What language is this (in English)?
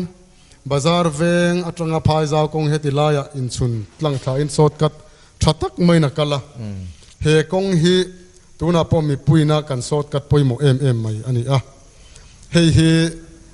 Mizo